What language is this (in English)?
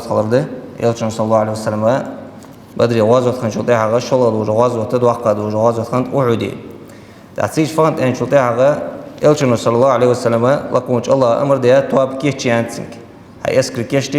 Ingush